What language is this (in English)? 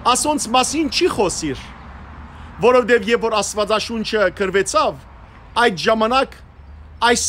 Western Armenian